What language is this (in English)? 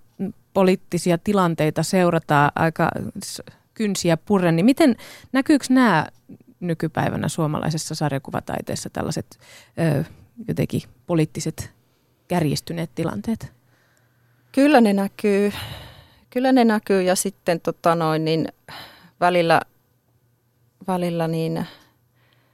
Finnish